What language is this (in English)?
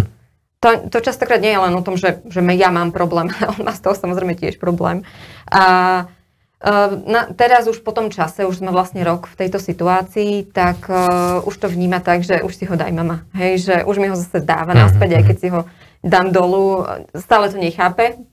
Slovak